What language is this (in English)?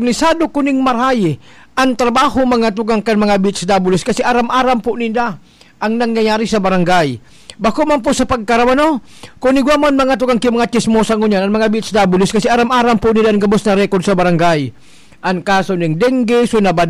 Bikol